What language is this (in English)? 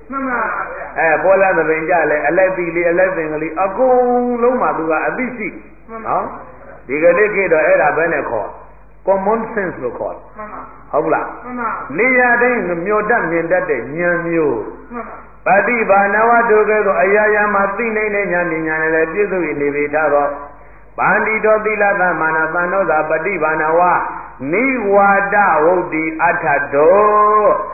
Burmese